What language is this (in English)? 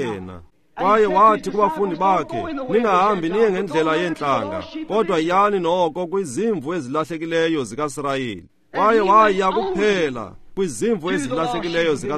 Xhosa